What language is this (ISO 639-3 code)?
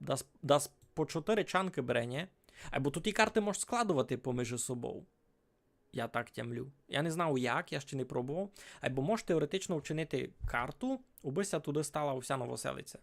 rue